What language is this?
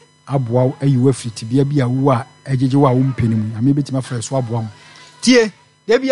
Akan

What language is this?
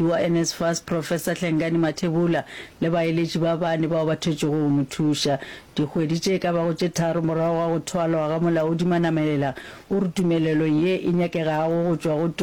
Northern Sotho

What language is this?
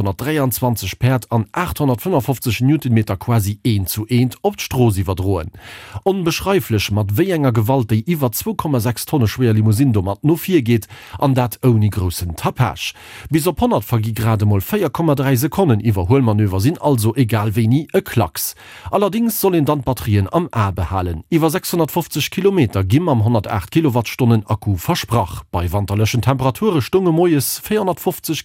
Luxembourgish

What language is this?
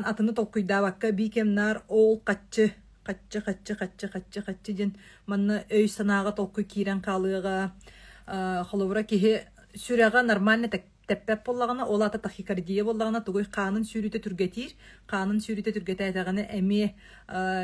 Yakut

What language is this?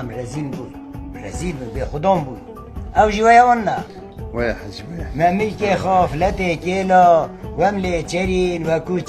Kurdish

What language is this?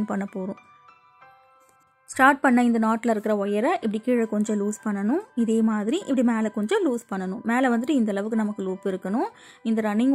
Tamil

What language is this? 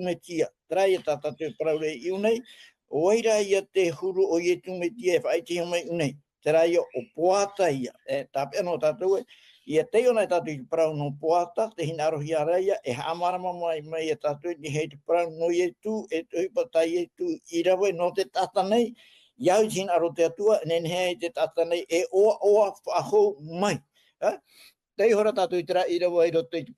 Tahitian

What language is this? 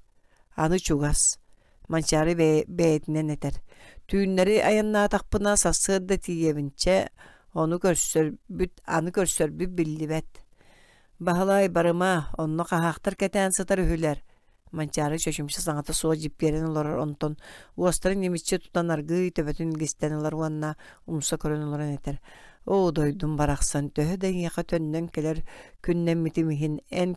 Yakut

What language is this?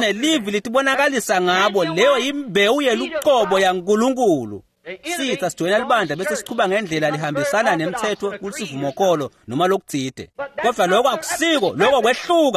Swati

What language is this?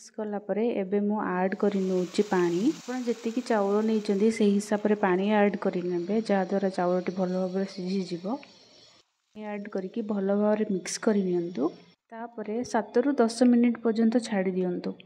Odia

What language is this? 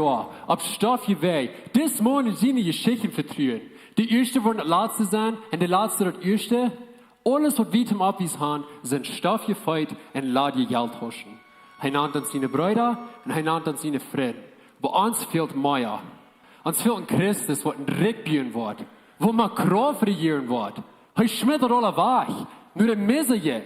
Plautdietsch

